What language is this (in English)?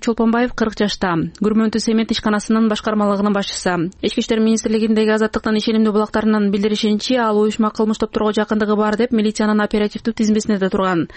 Kyrgyz